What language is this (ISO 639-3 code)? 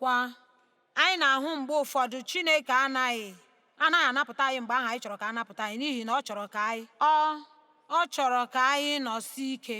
ibo